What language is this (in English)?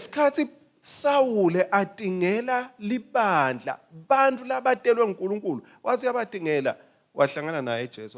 Swati